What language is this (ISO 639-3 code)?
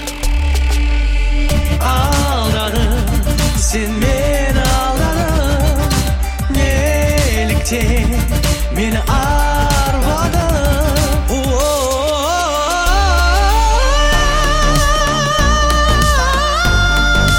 kaz